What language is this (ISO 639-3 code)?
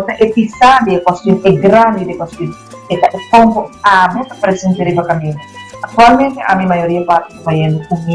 pap